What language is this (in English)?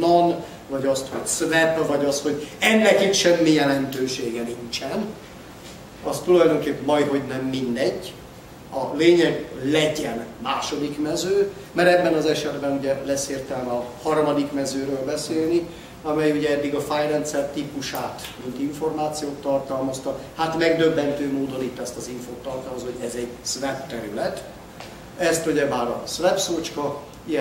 Hungarian